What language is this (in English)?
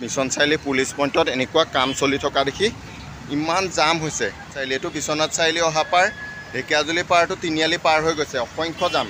Assamese